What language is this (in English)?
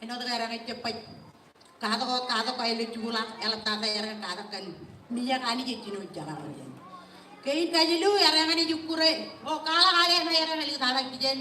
Marshallese